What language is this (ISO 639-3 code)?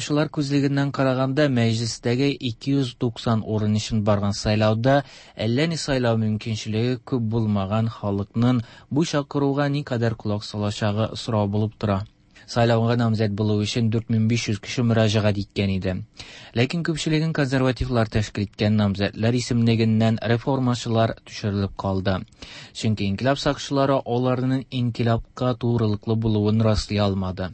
tat